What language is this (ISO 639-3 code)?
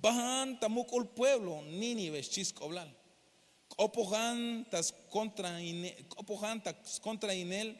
tzh